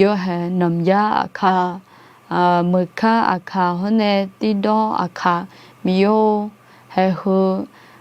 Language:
Akha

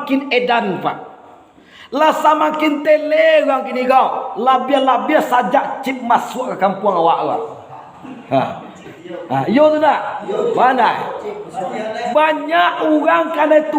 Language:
Minangkabau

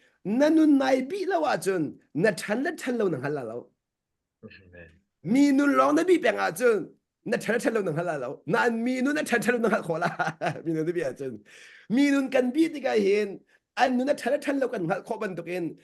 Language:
Hakha Chin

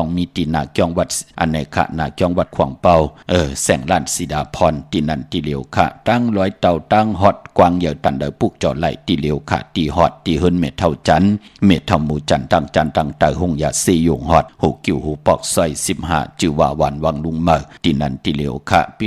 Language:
Shan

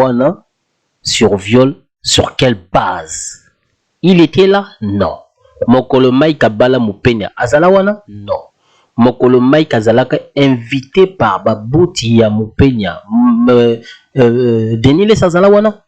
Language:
Lingala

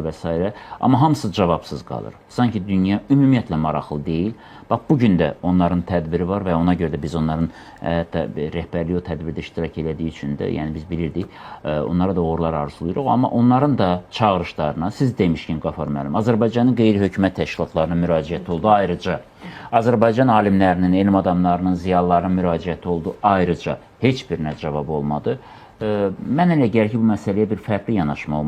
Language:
Azerbaijani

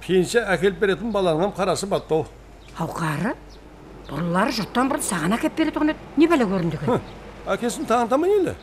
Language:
Kara-Kalpak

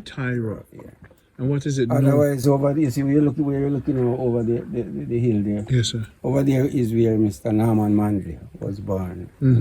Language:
Jamaican Creole English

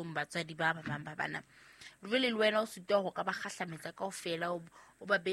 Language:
Southern Sotho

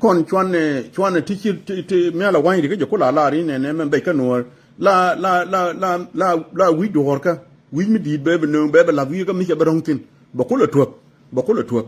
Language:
Nuer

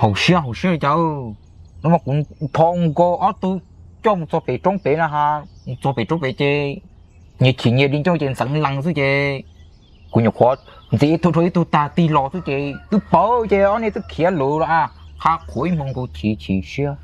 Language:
Hmong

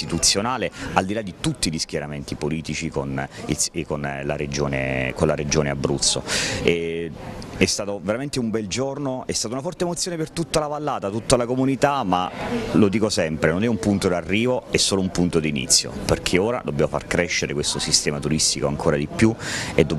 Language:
Italian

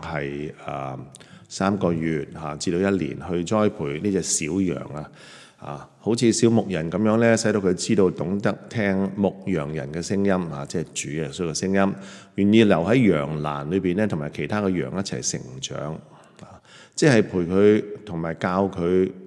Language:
Cantonese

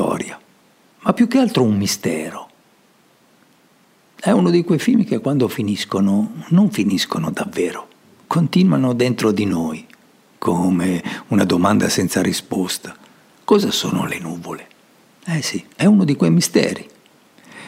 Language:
Italian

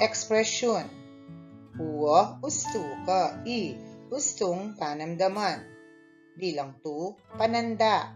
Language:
Pampanga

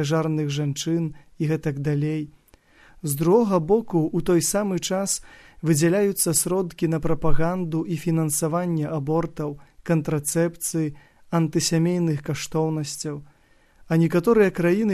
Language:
Belarusian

